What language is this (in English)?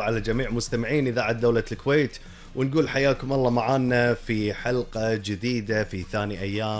Gulf Arabic